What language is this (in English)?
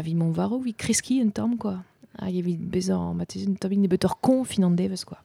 Breton